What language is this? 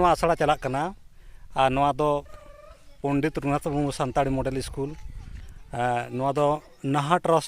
Santali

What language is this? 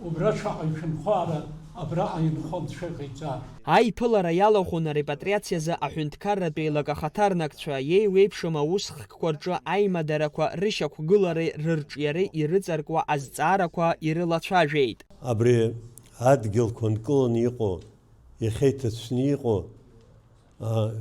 Abkhazian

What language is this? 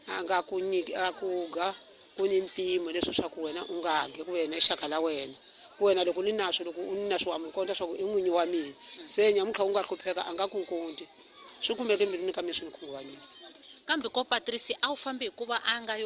Tsonga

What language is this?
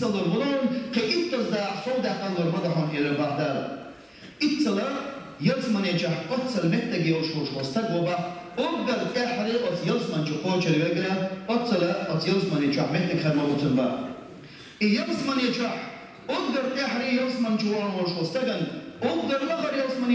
Chechen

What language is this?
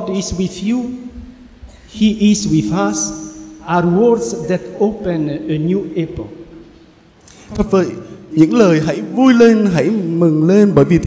Vietnamese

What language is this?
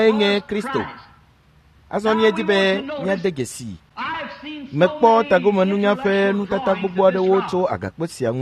Ewe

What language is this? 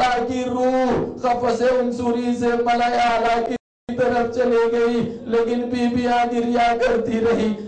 Urdu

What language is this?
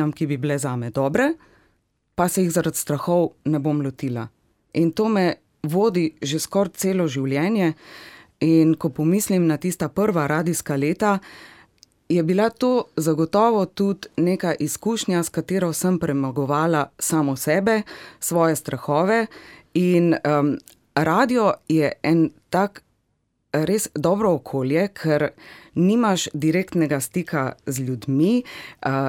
Slovenian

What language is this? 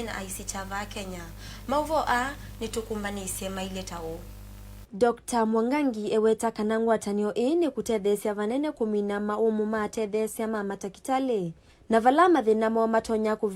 Kamba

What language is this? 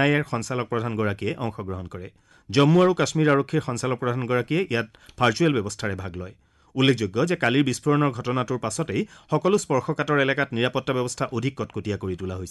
Assamese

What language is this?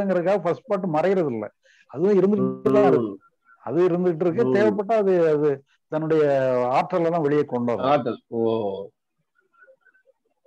Tamil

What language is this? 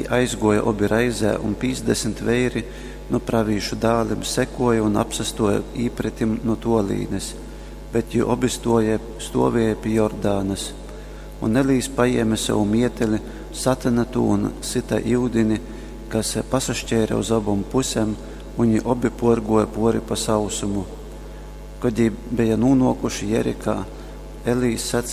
Latgalian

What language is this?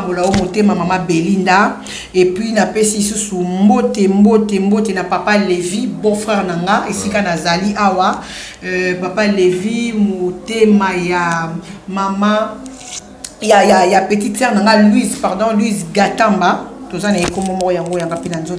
Lingala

